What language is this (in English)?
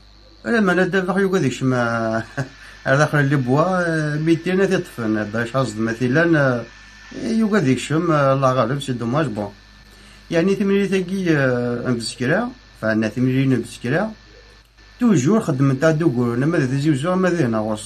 Kabyle